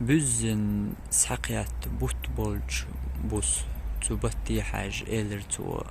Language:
Chechen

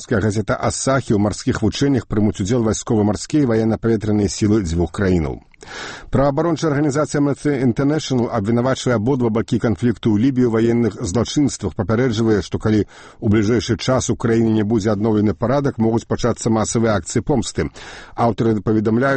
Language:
Belarusian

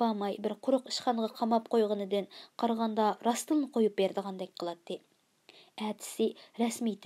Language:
Uyghur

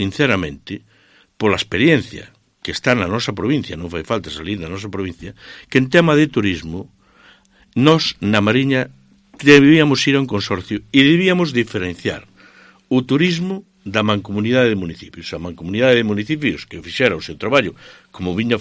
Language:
Galician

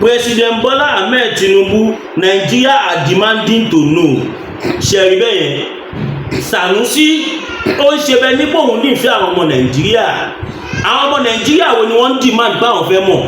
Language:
Yoruba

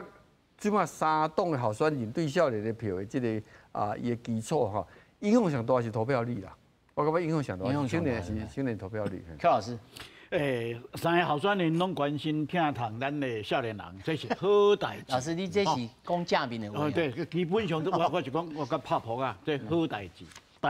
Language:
Min Nan Chinese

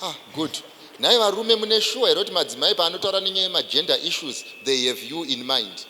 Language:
Shona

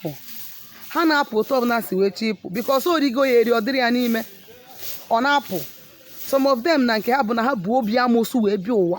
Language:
Igbo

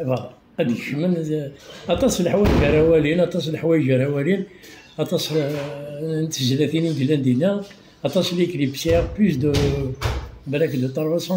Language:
Kabyle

